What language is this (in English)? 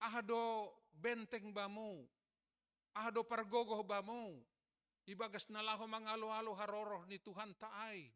Batak Simalungun